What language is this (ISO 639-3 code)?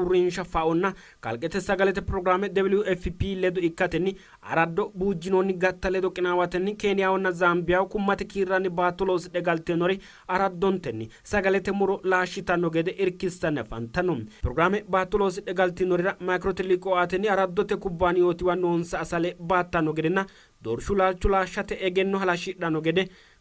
sid